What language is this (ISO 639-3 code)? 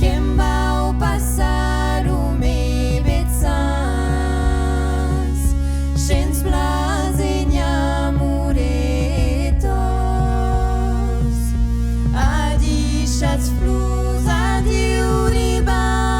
oci